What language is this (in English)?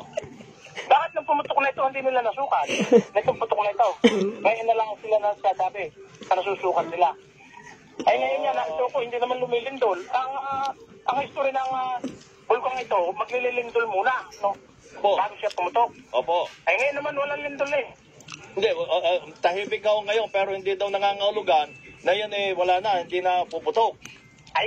Filipino